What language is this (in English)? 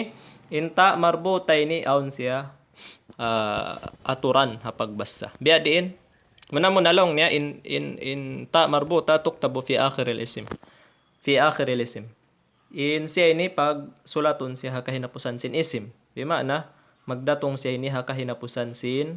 Tausug